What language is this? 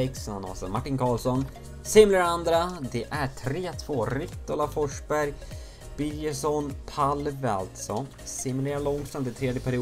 Swedish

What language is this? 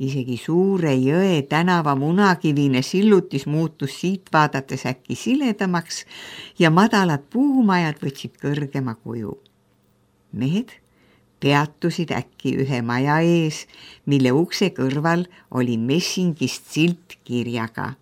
Estonian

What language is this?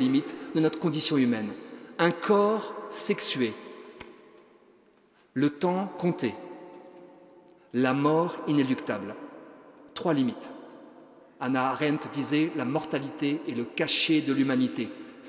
French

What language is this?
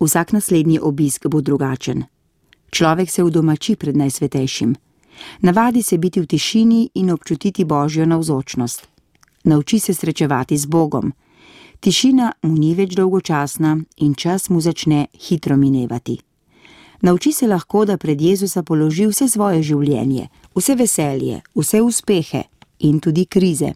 Slovenian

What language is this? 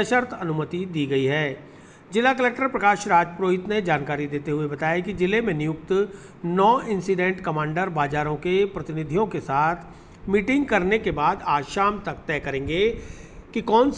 Hindi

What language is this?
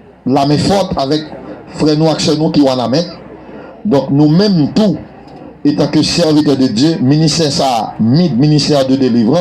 Haitian Creole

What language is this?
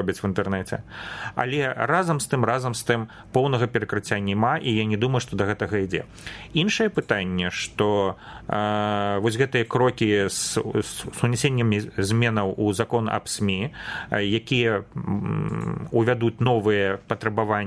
Belarusian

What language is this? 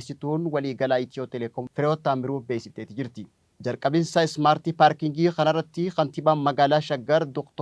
Oromo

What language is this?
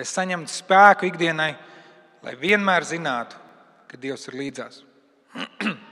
Latvian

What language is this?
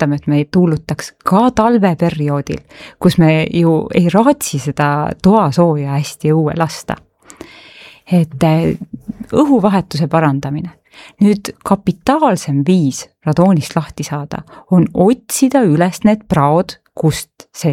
Estonian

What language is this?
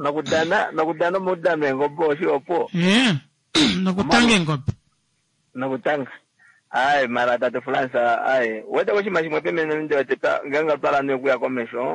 Kuanyama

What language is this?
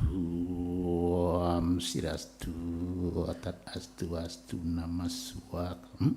Balinese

